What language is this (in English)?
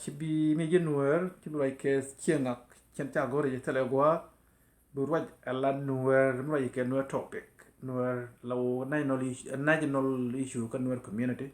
Nuer